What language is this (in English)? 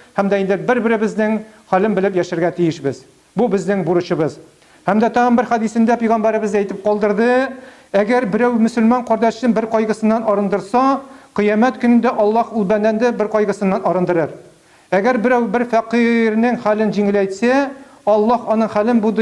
Tatar